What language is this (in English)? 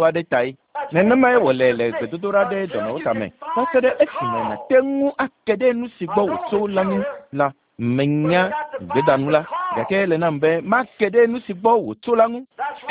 Ewe